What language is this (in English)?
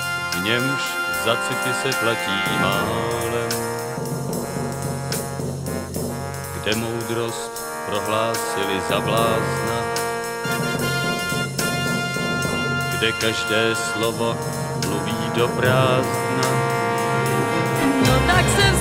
Czech